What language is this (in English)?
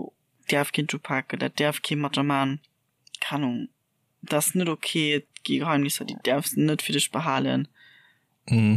Luxembourgish